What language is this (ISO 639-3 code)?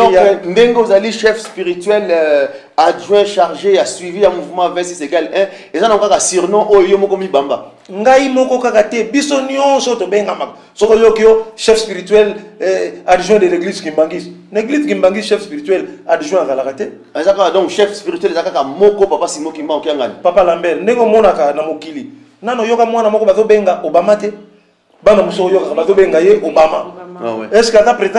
lin